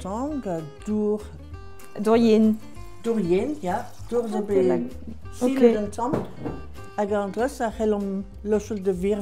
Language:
Breton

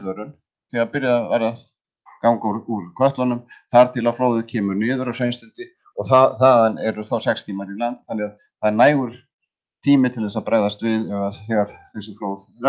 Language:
Icelandic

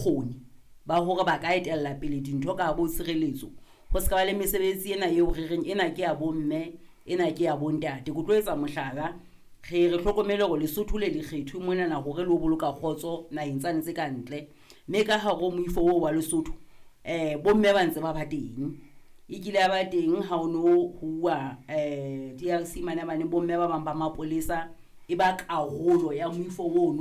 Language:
Southern Sotho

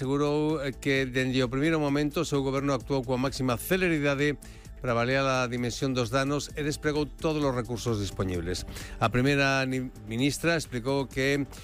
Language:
Galician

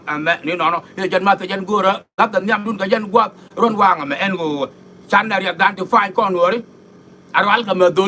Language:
Nuer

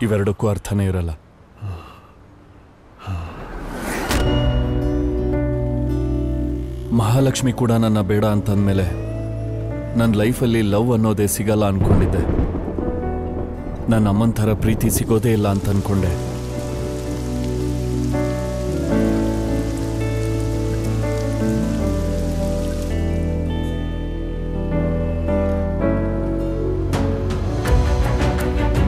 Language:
Kannada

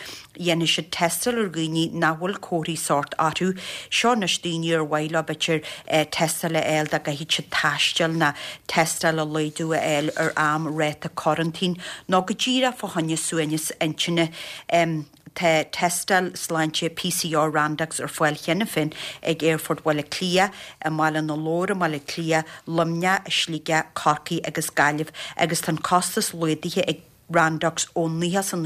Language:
Irish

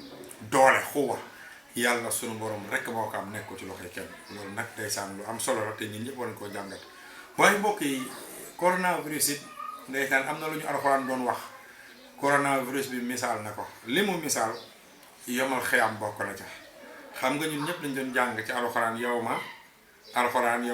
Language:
Wolof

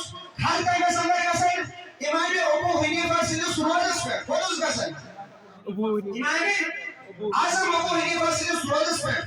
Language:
Kashmiri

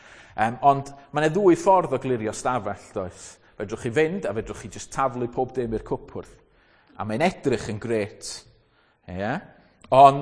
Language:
Welsh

